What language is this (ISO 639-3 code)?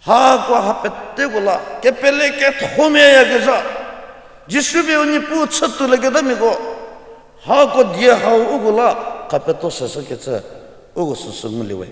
njm